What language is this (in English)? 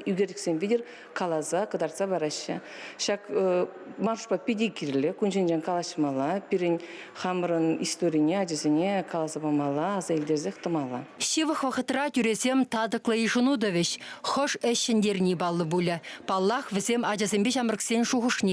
Chuvash